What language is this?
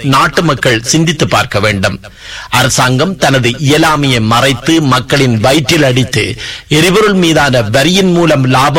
Tamil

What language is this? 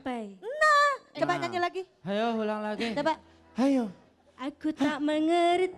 Betawi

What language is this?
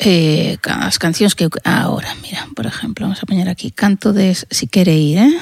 Galician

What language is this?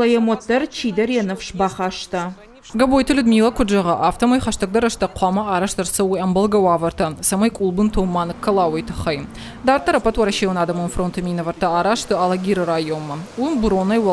Ossetic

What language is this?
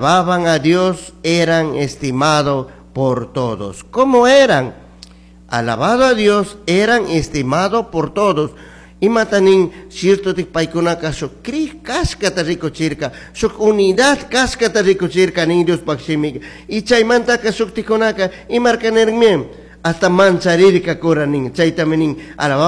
Chimborazo Highland Quichua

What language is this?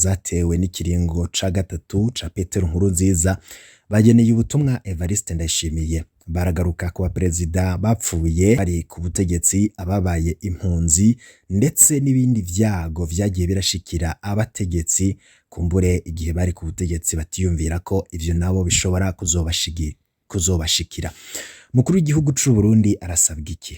Rundi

